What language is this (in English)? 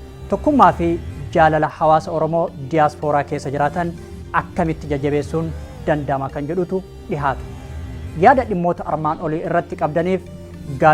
Oromo